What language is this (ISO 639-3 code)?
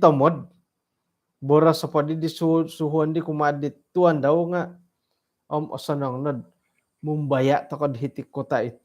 dtp